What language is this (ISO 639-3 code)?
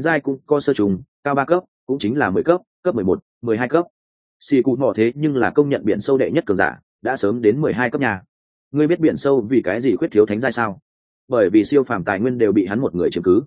vie